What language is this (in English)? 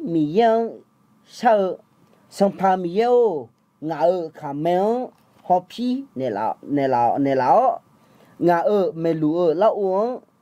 Akha